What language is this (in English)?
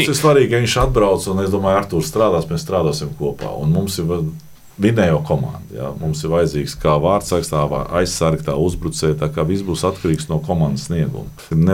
Latvian